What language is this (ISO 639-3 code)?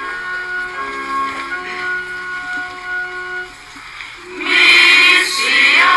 hrv